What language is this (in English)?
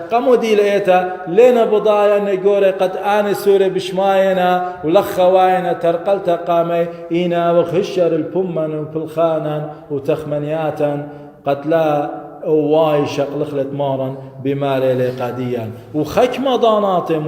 Assyrian Neo-Aramaic